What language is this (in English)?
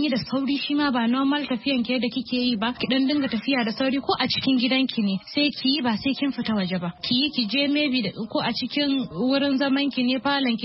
Hausa